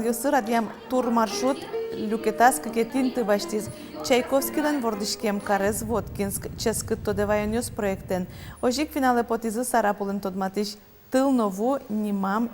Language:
Udmurt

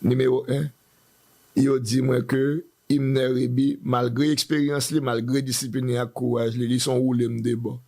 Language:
Haitian Creole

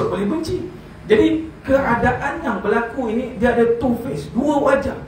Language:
Malay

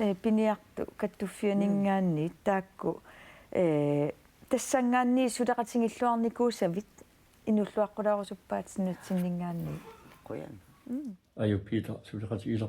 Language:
Kalaallisut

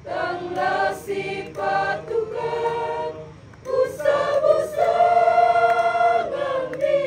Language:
Toraja-Sa'dan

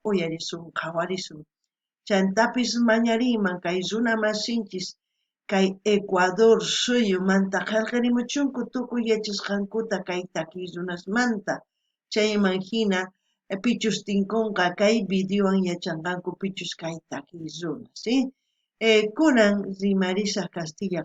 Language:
South Bolivian Quechua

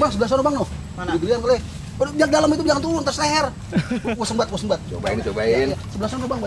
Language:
Betawi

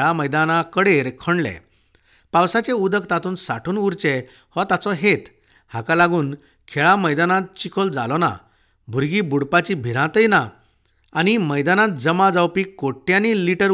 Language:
Konkani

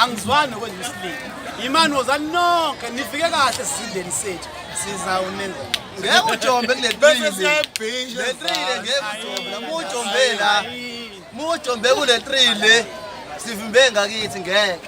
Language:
Zulu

